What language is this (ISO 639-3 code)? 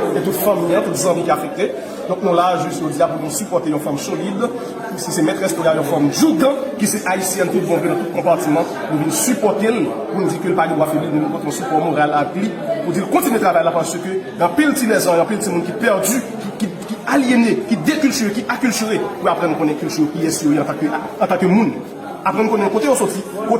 hat